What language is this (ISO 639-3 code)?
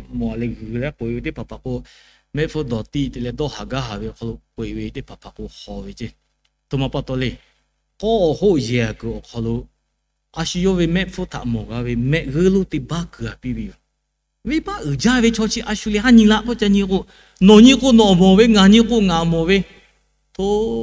lhu